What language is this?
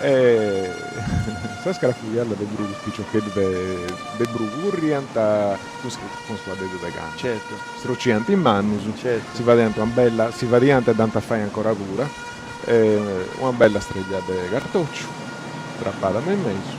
Sardinian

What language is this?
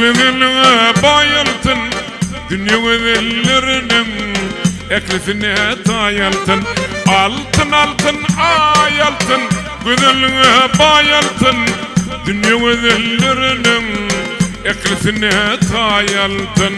Turkmen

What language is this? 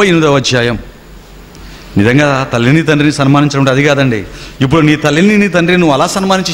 Telugu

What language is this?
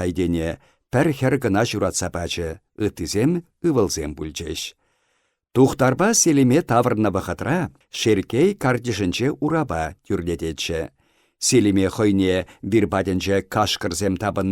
Chuvash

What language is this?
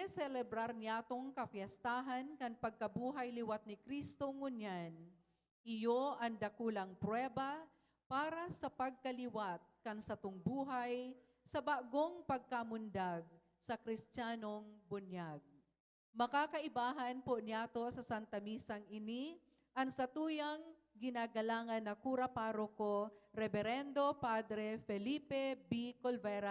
Bikol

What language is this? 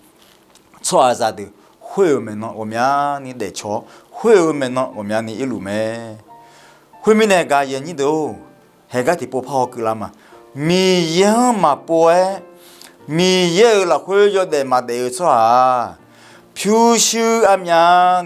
Akha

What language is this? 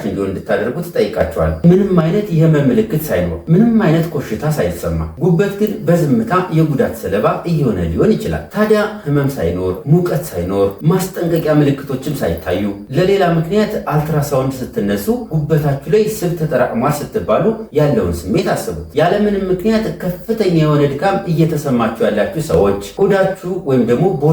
Amharic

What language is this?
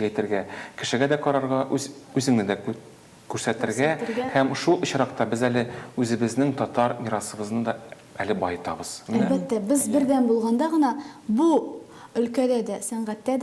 Tatar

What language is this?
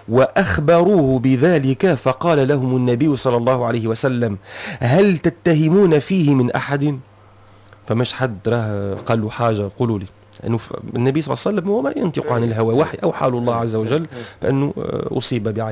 Tunisian Arabic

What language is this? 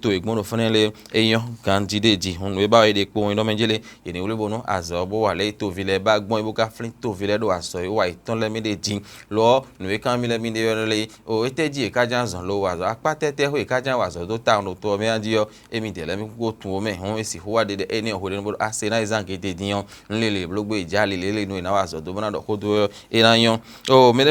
Fon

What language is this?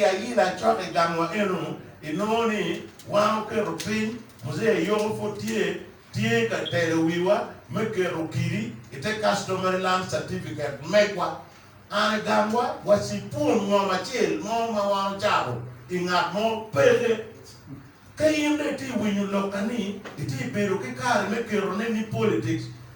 Acoli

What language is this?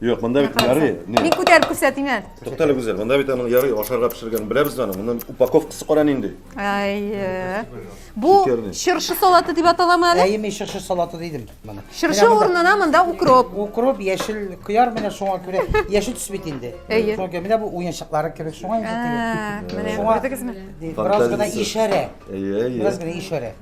Tatar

